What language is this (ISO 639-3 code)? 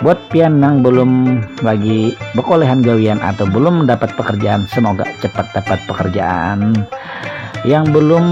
bjn